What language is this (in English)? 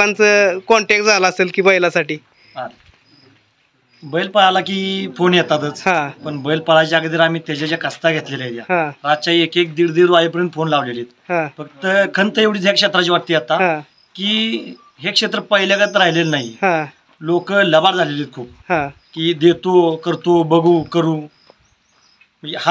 Marathi